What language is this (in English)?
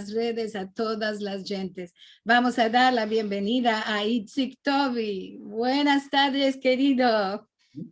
Ladino